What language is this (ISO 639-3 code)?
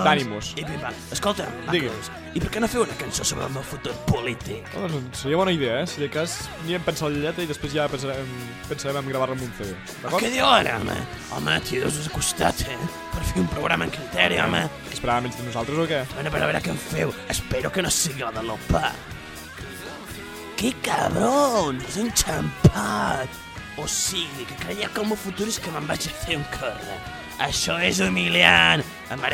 cat